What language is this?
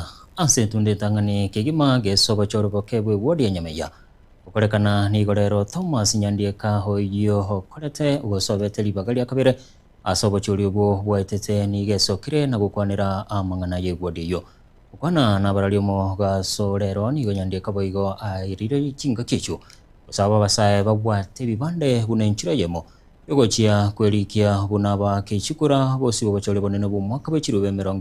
Gusii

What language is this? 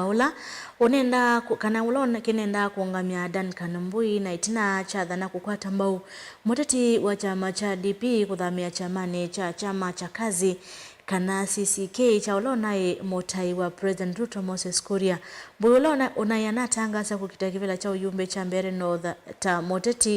Kamba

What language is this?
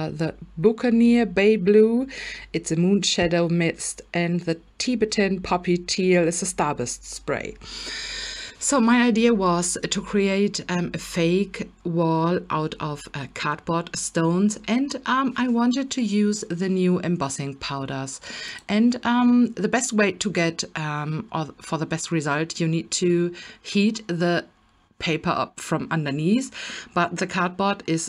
English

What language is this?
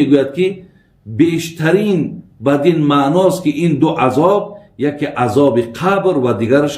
Tajik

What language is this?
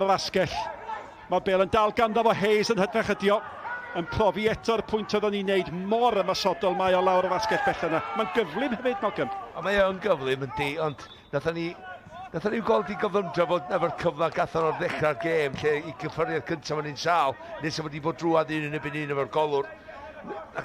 Welsh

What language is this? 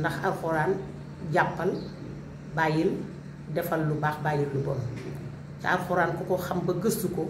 Wolof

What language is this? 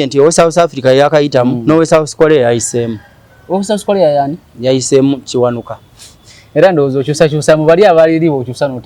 Ganda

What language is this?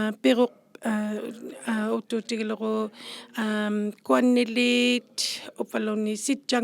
Inuktitut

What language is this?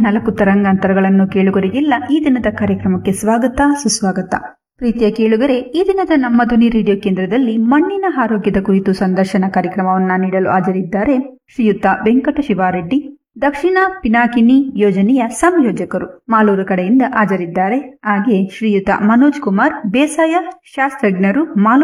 Kannada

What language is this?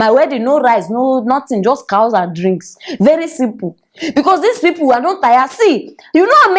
Nigerian Pidgin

